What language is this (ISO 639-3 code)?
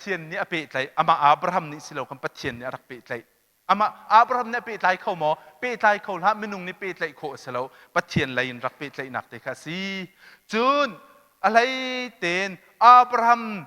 cnh